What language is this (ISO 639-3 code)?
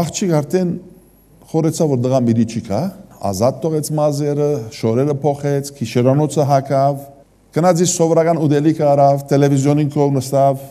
hyw